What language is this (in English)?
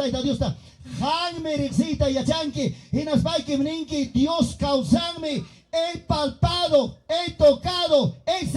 Ayacucho Quechua